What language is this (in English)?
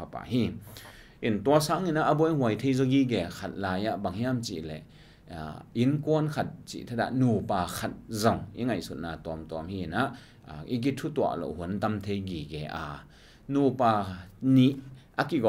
Tedim Chin